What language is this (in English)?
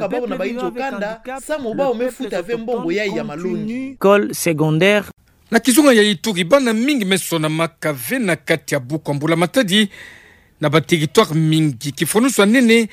Kituba (Democratic Republic of Congo)